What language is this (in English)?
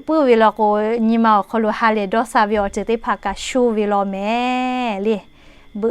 Lahu